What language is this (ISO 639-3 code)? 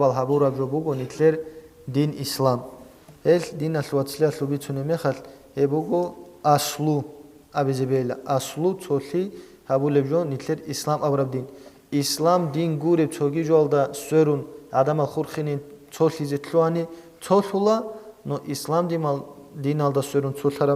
ava